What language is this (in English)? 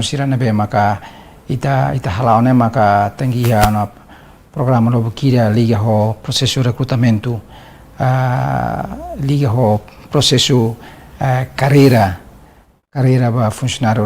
Tetum